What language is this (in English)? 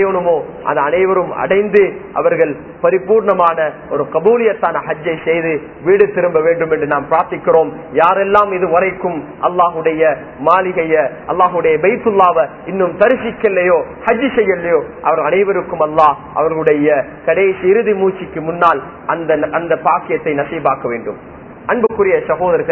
Tamil